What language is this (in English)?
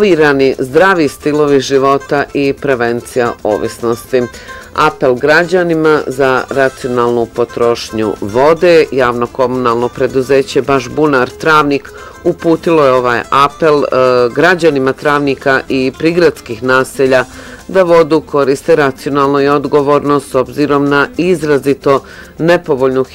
Bosnian